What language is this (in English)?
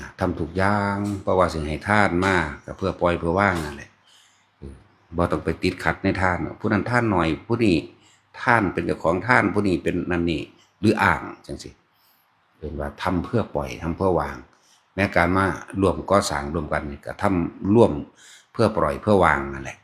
Northeastern Thai